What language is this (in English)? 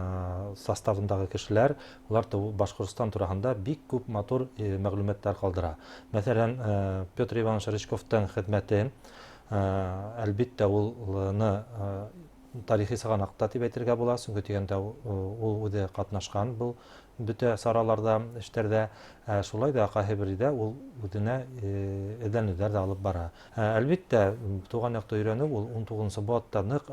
Bashkir